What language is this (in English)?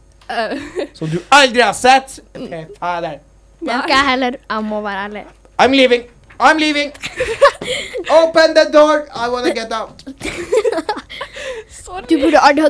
Norwegian